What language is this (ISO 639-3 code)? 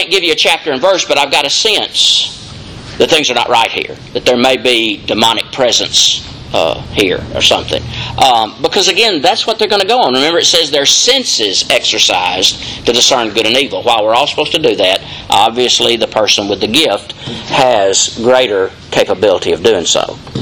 eng